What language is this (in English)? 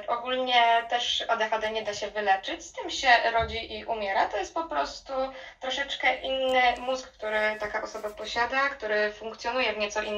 Polish